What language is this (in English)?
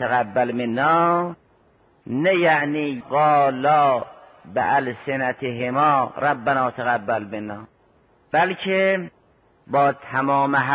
Persian